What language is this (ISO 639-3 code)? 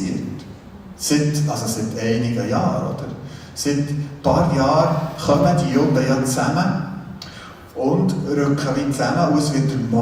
gsw